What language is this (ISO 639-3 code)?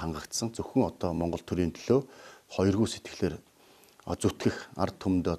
mon